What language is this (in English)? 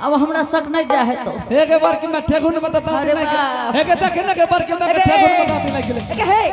Angika